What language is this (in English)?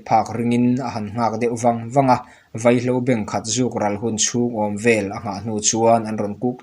Mizo